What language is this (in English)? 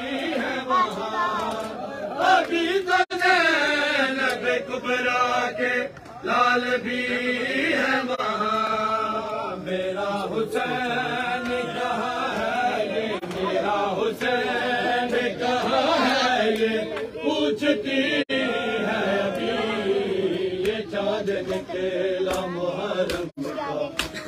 Hindi